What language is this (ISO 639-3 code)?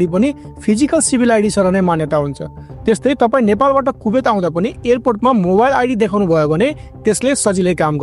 nep